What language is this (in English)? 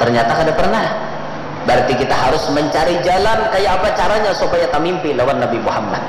Banjar